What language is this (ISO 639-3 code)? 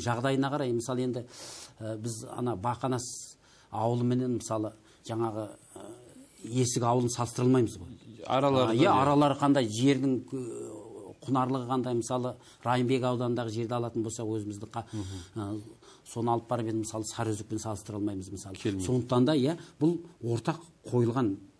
kaz